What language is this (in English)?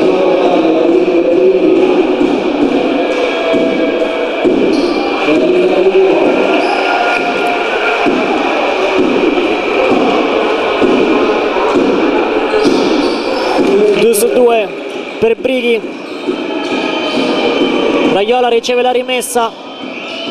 Italian